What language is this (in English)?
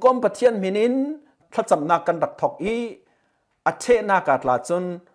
Falam Chin